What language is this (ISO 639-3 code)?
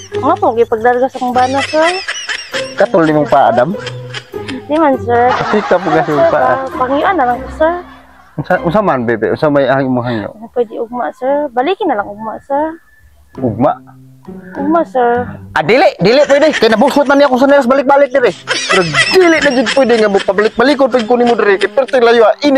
ceb